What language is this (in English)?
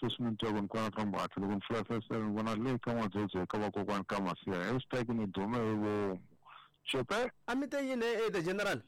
Tsonga